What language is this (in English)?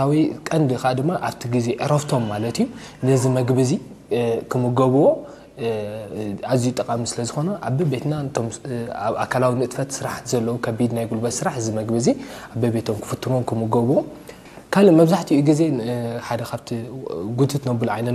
Tigrinya